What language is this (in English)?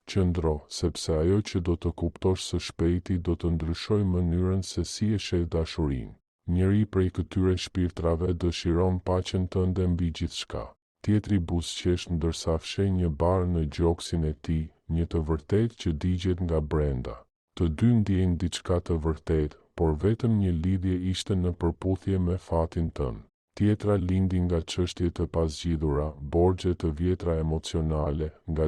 Albanian